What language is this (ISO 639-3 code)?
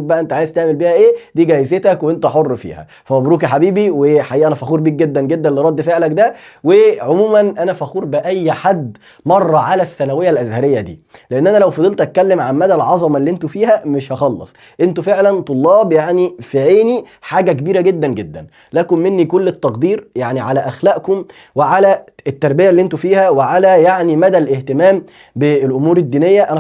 arz